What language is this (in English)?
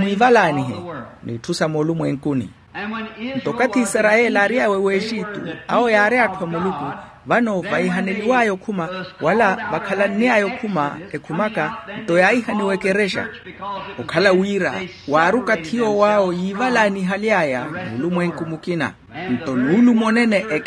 Makhuwa